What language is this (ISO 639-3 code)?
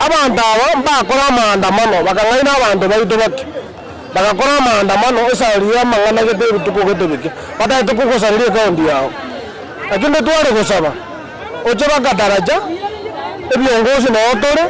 guz